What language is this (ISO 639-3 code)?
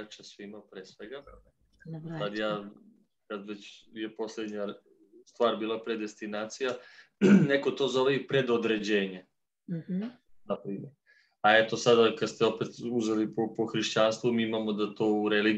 srp